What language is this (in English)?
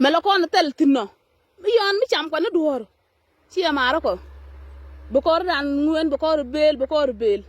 Nuer